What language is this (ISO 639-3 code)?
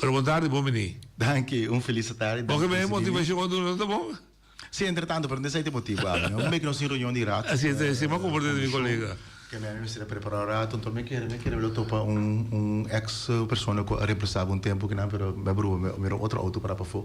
pap